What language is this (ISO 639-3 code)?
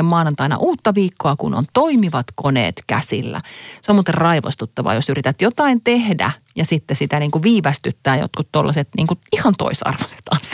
fin